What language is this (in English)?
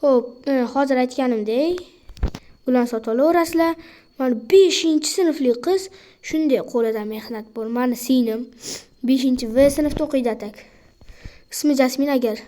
Uzbek